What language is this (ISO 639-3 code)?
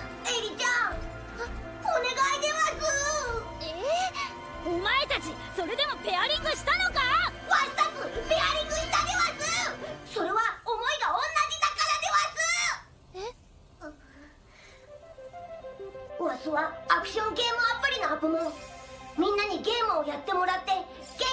jpn